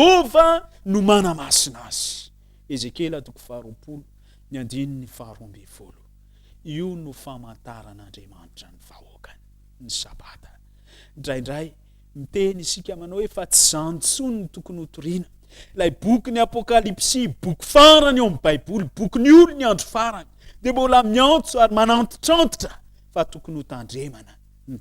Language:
Malagasy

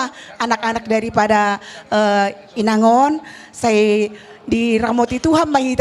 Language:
Batak Toba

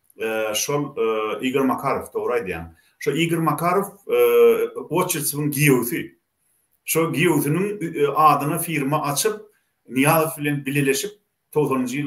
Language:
Turkmen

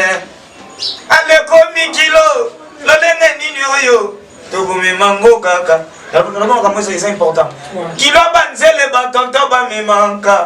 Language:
Lingala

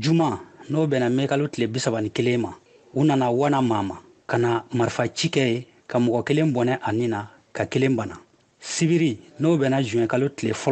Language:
Bambara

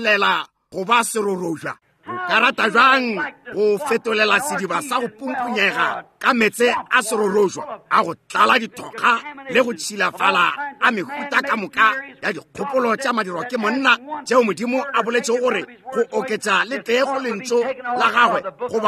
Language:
Northern Sotho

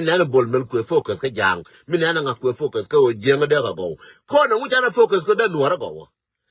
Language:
Nuer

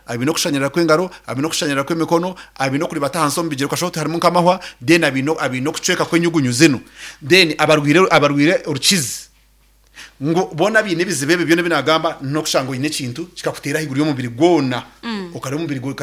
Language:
Nyankole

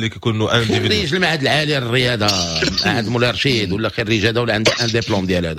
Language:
Moroccan Arabic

